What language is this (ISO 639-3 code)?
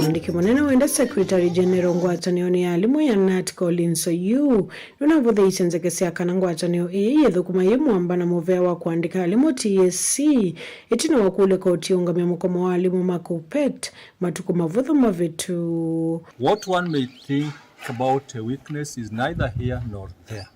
kam